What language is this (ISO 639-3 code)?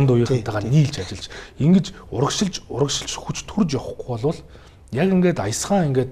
mon